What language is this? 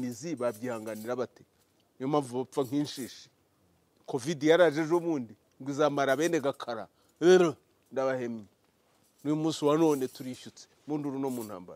Kinyarwanda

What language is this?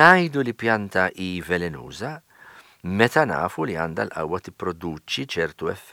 Maltese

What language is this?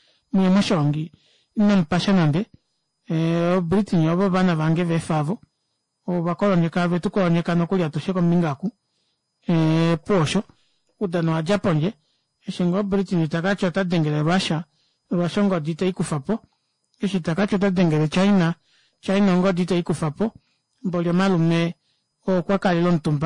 Kuanyama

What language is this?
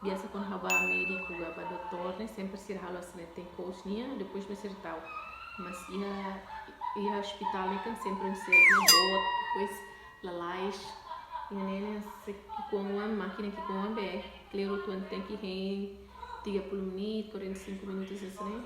Tetum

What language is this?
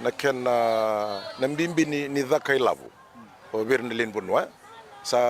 Fijian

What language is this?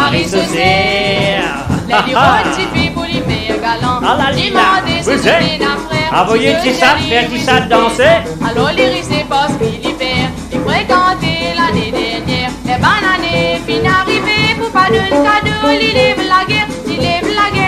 Morisyen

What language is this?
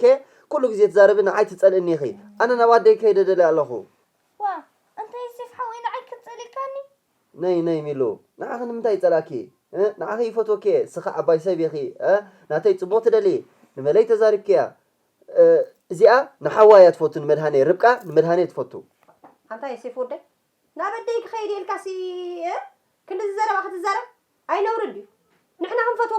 Tigrinya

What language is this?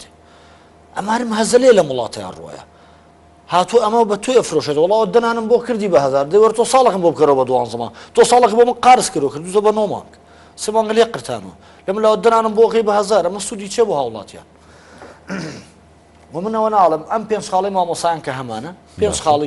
Central Kurdish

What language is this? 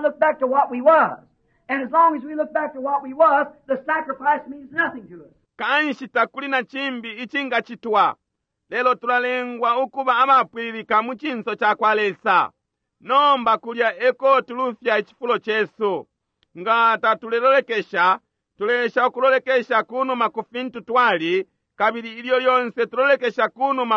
Bemba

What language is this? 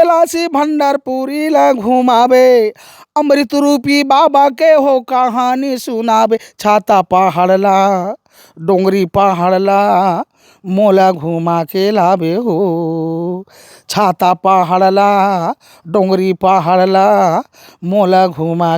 Chhattisgarhi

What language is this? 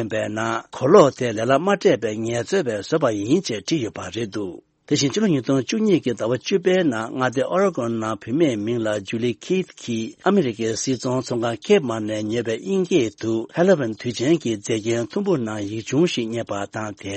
Tibetan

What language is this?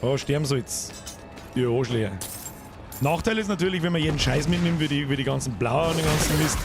Bavarian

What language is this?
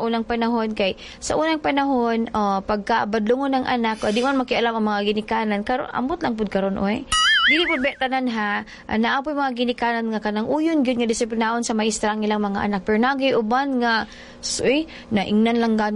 Cebuano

